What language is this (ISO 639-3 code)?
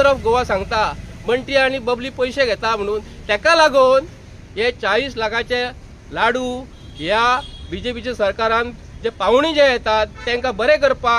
kok